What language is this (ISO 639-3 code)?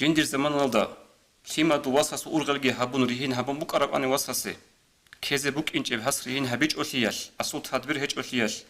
ava